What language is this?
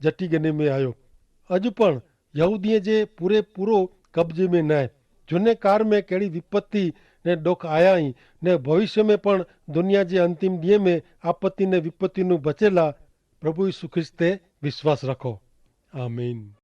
Kachhi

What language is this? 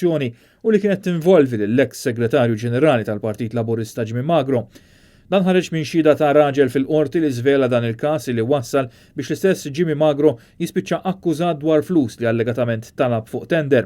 Maltese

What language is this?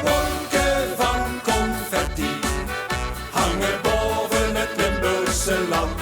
Limburgish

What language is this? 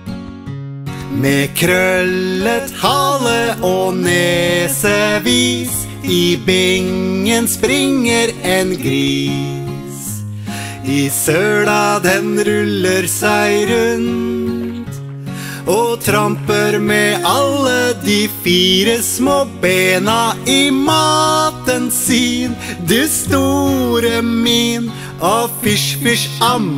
Norwegian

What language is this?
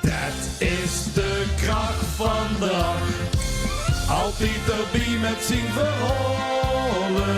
Limburgish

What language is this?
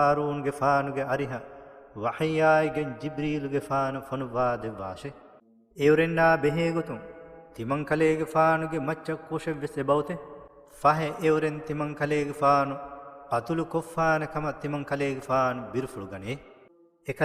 Divehi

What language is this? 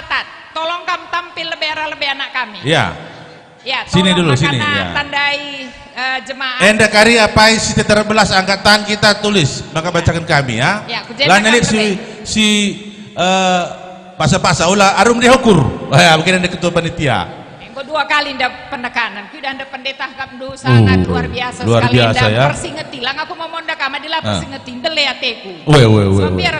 Batak Karo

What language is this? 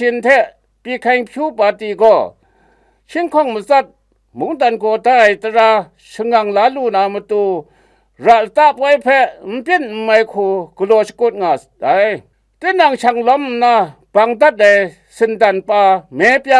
Kachin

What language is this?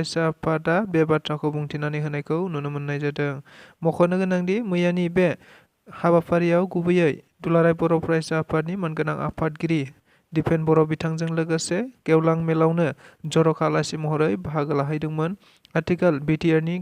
Bodo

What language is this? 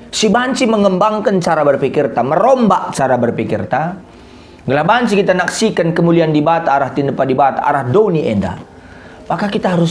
Batak Karo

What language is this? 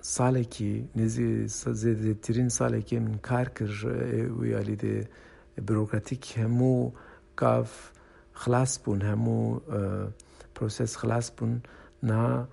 Kurdish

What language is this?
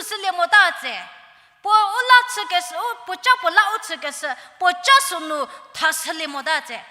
Angami Naga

